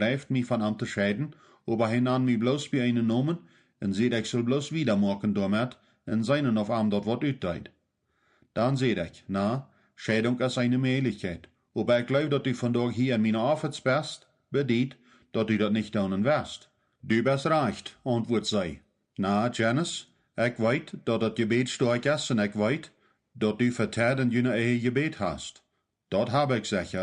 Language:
Plautdietsch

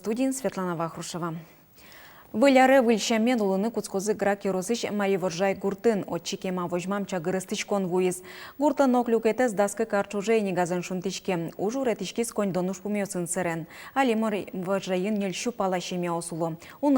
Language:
Udmurt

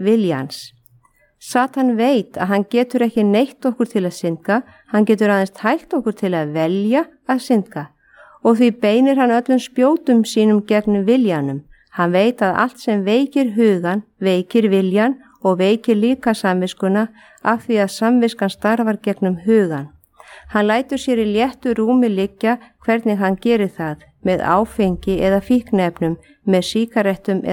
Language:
Icelandic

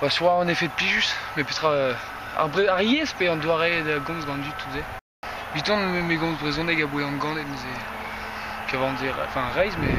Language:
Breton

